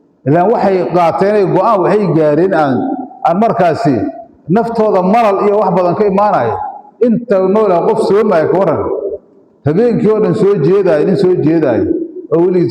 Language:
Somali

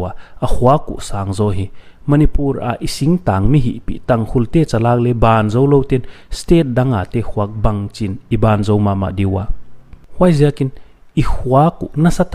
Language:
Paite Chin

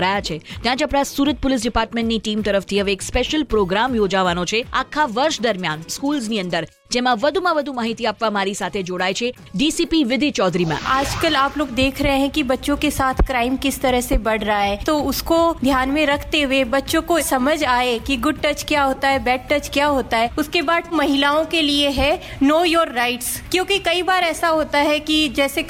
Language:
Gujarati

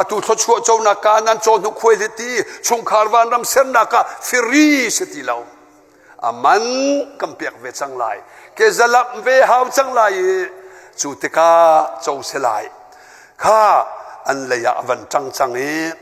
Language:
Hakha Chin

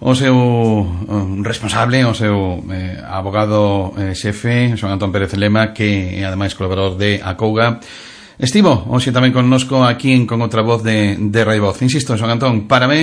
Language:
Galician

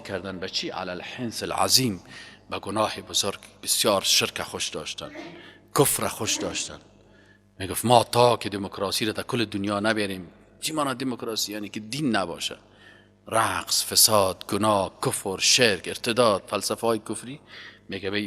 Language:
Persian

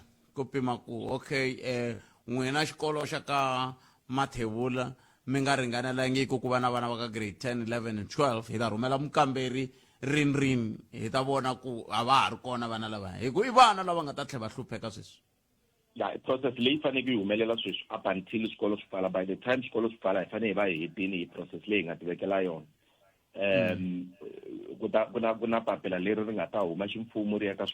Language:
Tsonga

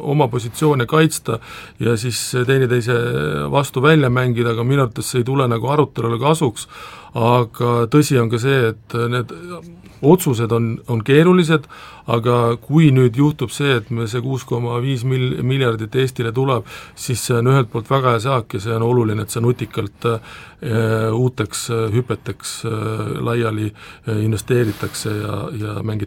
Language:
Estonian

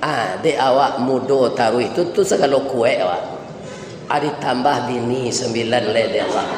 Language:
Minangkabau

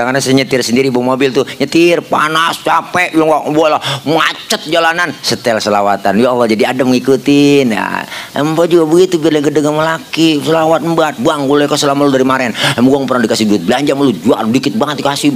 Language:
Betawi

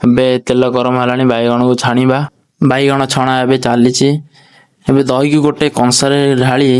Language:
Odia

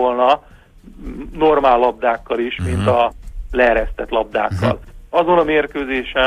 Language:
Hungarian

